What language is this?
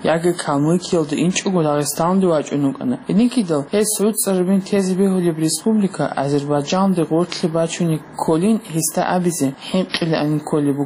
Avaric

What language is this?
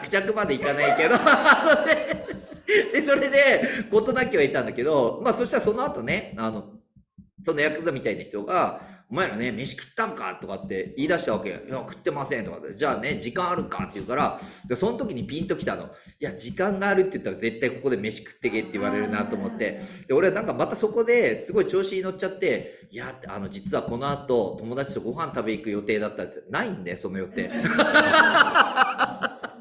Japanese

